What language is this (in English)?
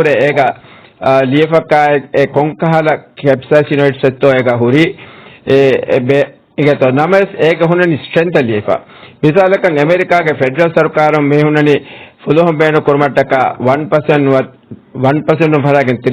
Divehi